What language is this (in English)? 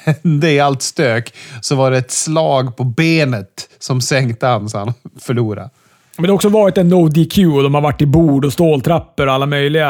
Swedish